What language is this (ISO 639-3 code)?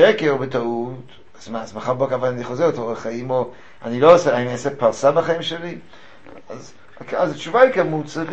heb